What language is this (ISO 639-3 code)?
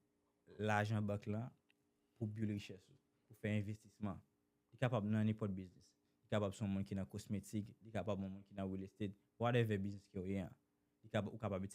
hat